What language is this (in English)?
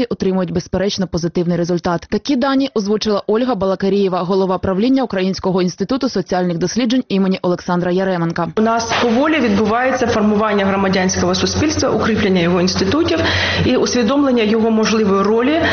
Ukrainian